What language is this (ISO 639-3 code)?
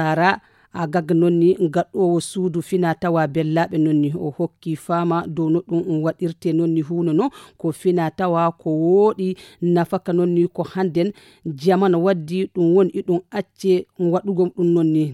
ful